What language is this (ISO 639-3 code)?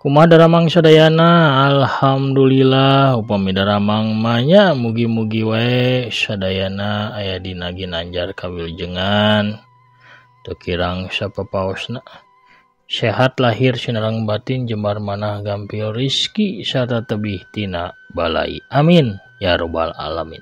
sun